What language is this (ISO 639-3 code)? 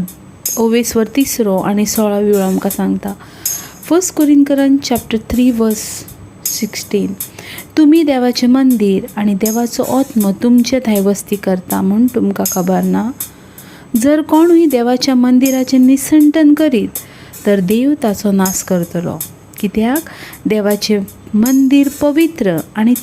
kok